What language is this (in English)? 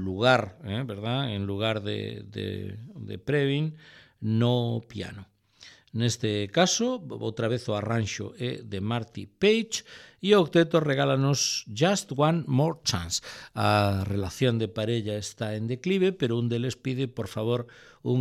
Galician